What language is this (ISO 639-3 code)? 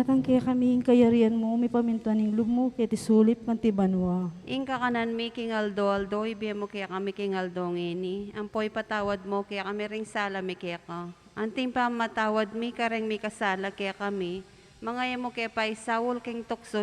pam